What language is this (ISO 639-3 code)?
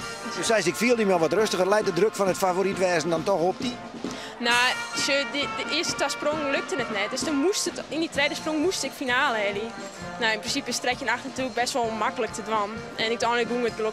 fry